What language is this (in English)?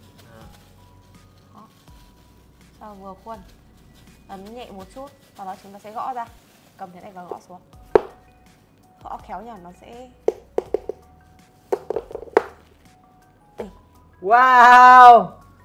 Vietnamese